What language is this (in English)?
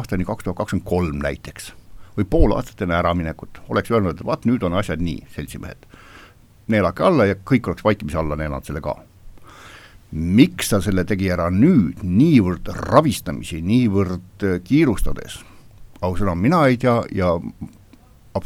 Estonian